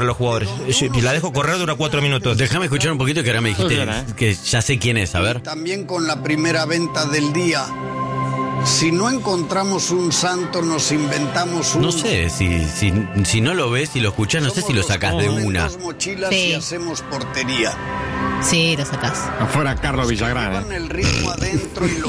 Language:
Spanish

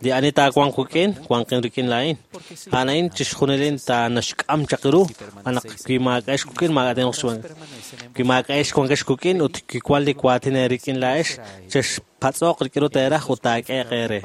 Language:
Kekchí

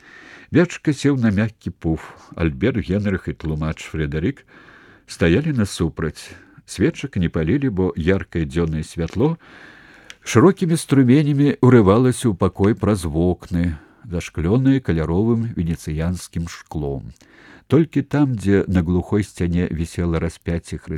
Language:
Belarusian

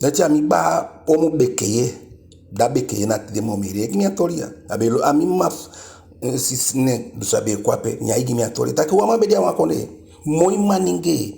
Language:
Eastern Maroon Creole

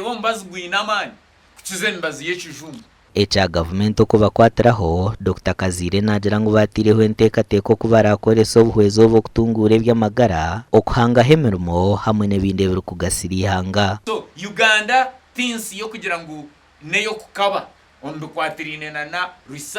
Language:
Nyankole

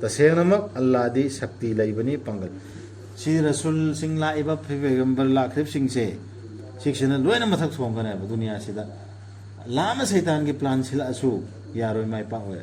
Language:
Manipuri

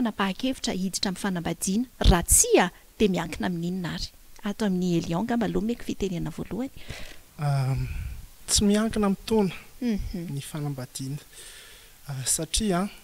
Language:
Malagasy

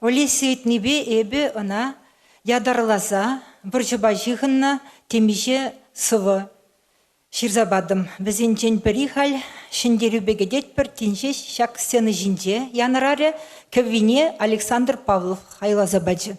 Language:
Chuvash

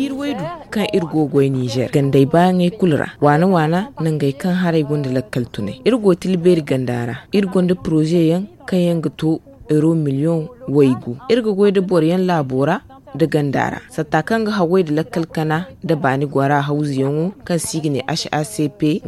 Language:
Zarma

